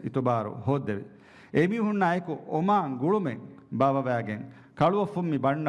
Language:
Divehi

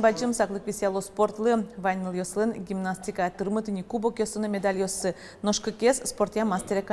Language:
Udmurt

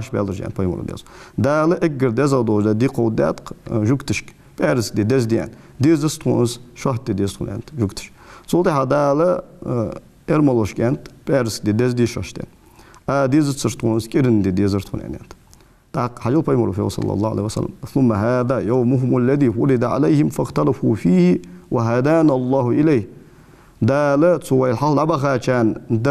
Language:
Ingush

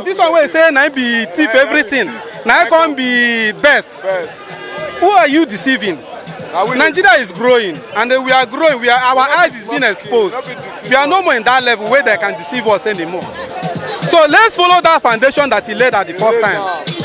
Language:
Nigerian Pidgin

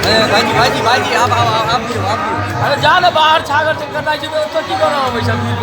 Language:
Maithili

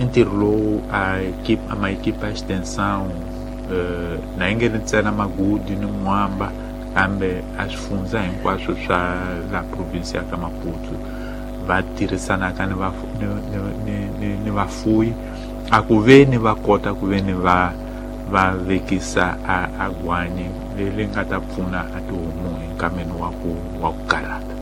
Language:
Tsonga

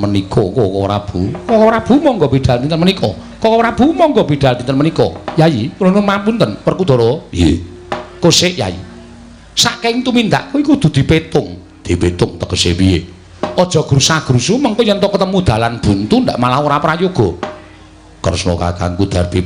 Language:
Javanese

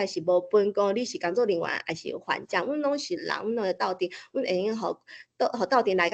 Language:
Min Nan Chinese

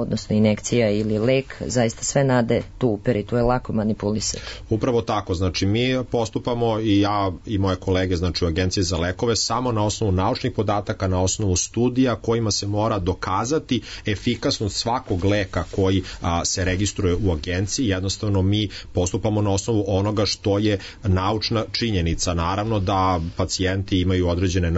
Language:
Serbian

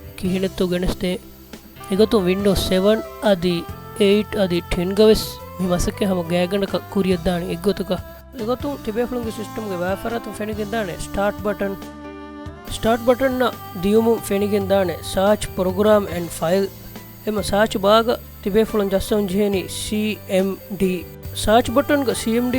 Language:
Divehi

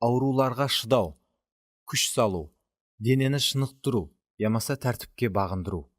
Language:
Kara-Kalpak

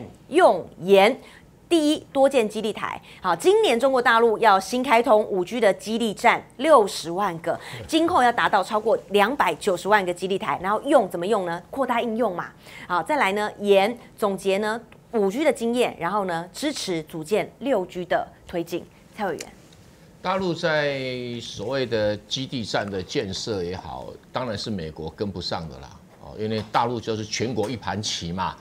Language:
Chinese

